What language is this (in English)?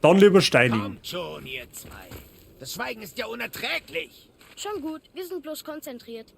Bavarian